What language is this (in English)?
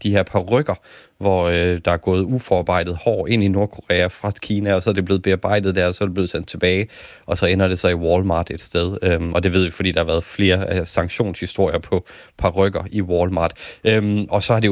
Danish